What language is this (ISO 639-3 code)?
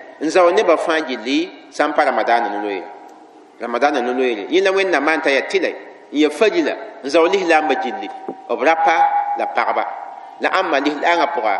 mos